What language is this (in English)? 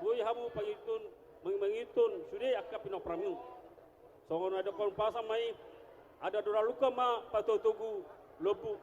Batak Toba